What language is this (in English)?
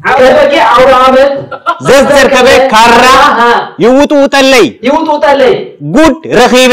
Tigrinya